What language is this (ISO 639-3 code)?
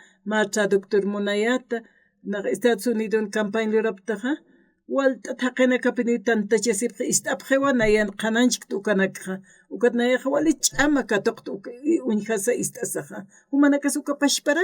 aym